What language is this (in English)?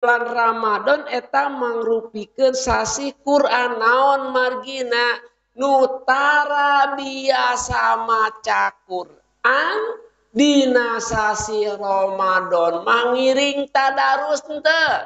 Sundanese